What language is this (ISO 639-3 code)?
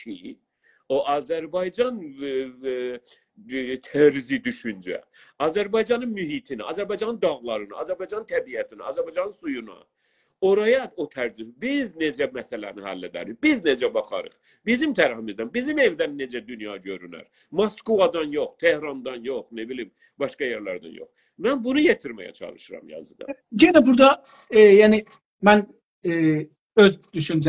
azb